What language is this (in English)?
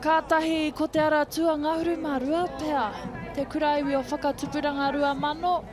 Māori